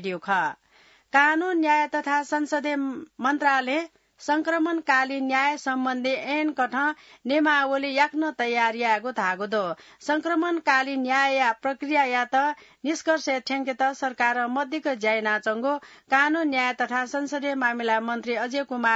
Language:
Newari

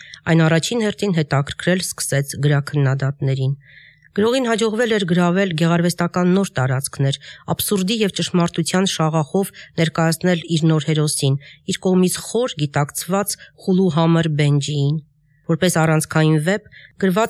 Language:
Armenian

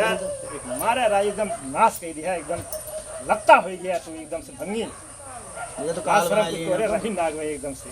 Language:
Awadhi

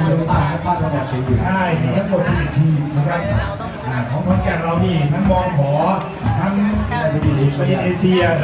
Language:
Thai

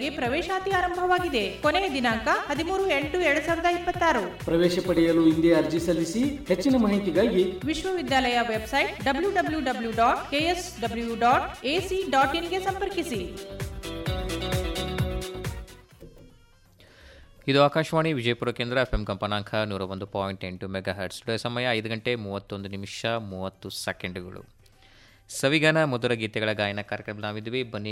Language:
Kannada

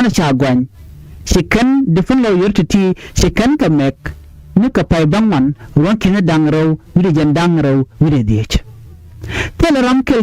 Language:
Nuer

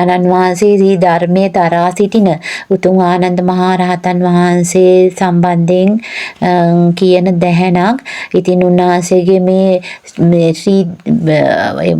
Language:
Sinhala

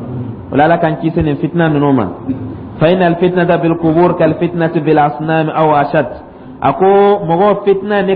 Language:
Dyula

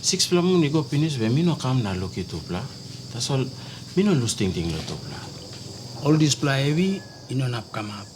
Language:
Tok Pisin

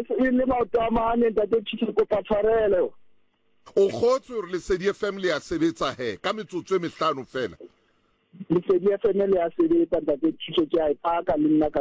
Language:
Southern Sotho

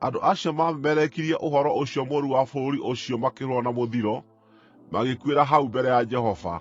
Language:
Kikuyu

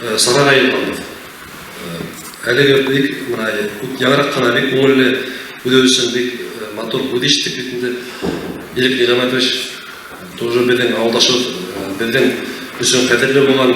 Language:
Bashkir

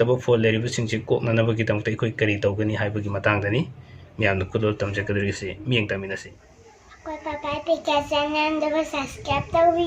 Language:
Manipuri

